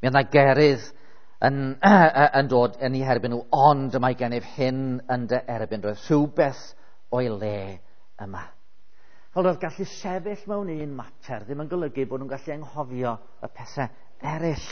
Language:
Welsh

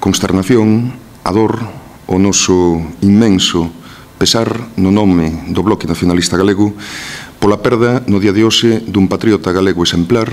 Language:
Galician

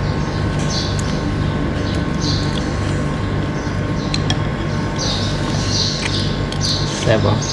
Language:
Lao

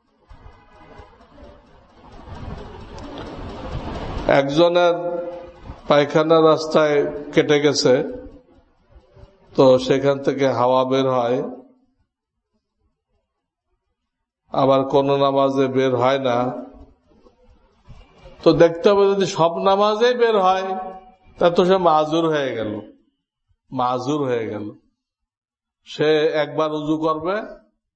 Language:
Bangla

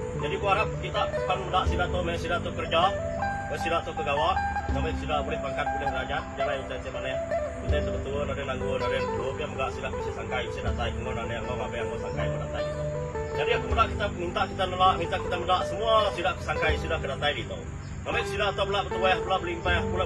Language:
Iban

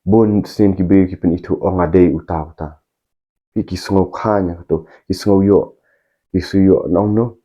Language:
Khasi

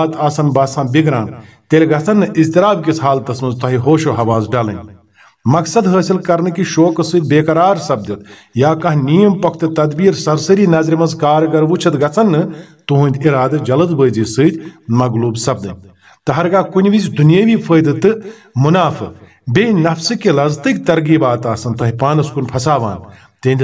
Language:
Kashmiri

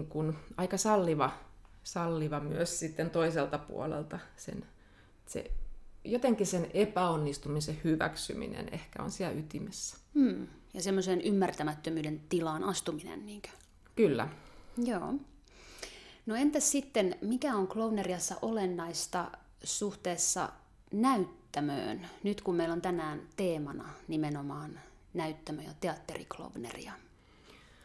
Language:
Finnish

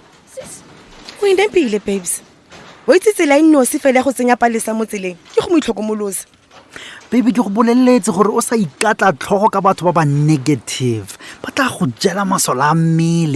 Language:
Tswana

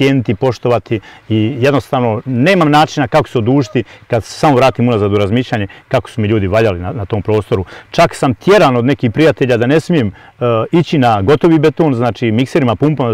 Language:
Bosnian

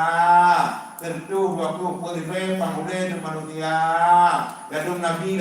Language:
Achinese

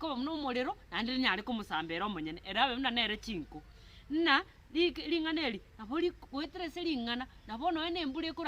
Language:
Gusii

